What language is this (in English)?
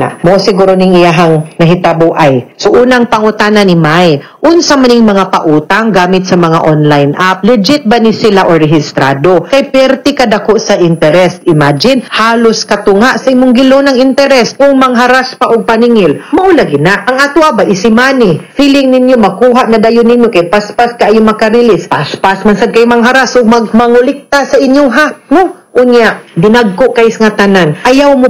Cebuano